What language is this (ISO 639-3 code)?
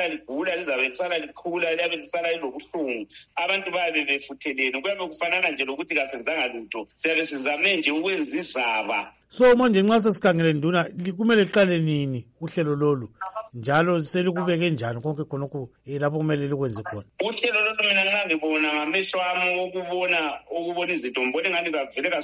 nde